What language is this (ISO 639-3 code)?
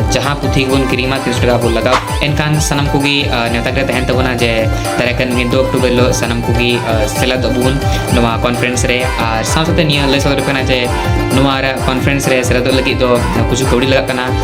sat